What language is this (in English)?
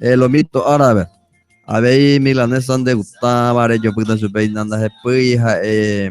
Guarani